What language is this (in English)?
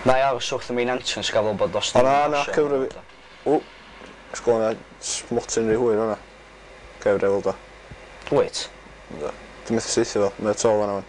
Welsh